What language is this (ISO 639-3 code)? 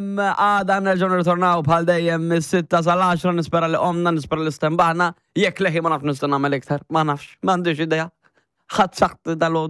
mlt